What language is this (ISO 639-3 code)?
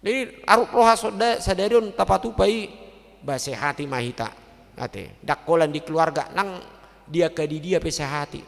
bbc